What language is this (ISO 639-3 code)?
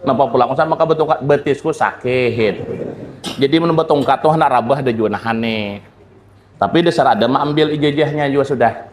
bjn